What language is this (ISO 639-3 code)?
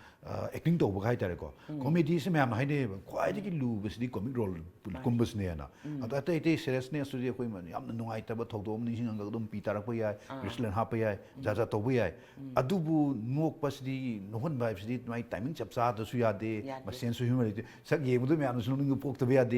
mni